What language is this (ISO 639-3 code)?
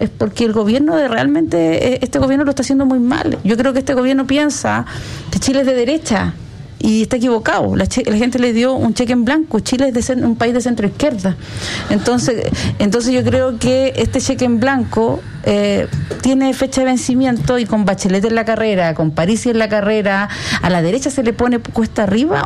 spa